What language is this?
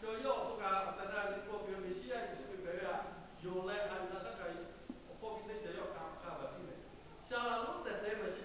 Lahu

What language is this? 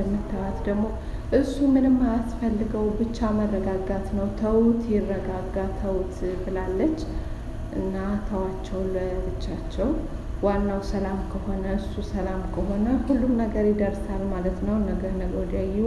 Amharic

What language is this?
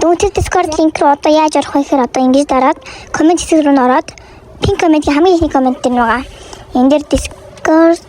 Mongolian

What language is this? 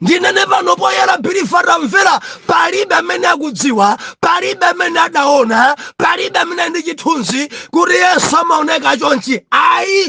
Nyanja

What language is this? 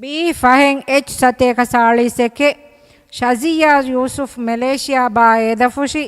Divehi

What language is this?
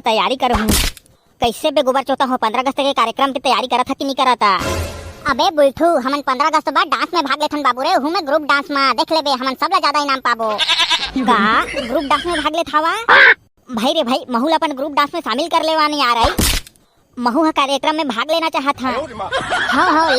Chhattisgarhi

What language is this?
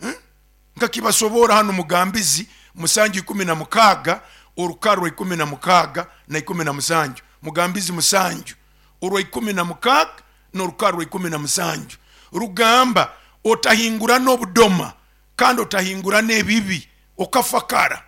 Nyoro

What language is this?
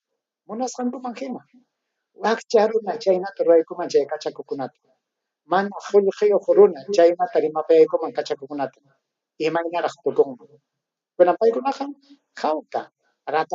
Ayacucho Quechua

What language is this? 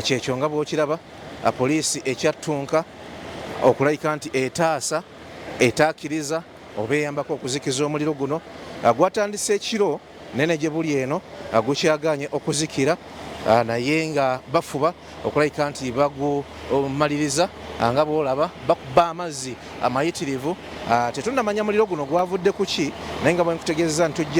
Ganda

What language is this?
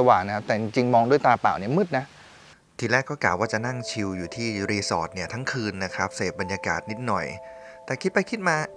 Thai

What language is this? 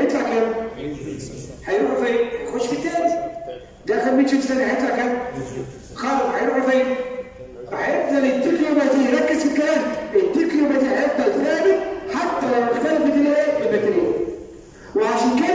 Egyptian Arabic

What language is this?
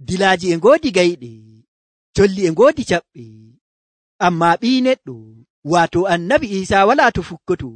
Nigerian Fulfulde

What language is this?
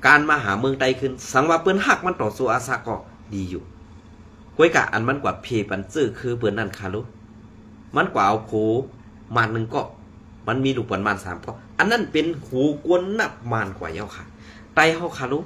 Shan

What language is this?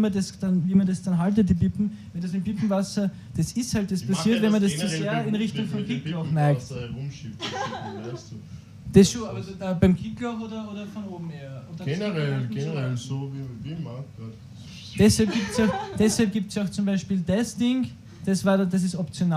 Bavarian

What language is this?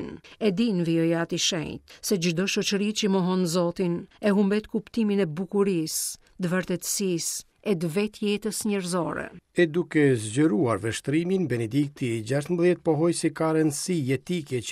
Albanian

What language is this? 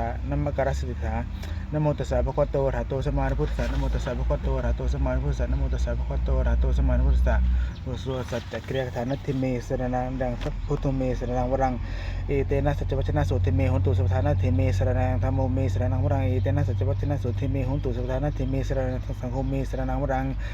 Pali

